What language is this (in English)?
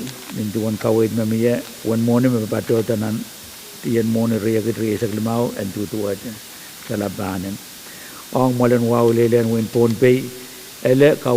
Pohnpeian